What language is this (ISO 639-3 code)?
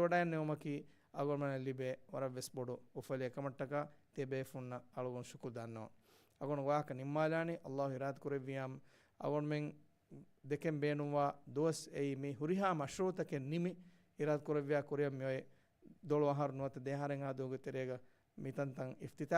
div